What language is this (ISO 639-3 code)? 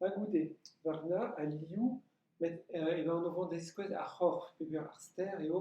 bre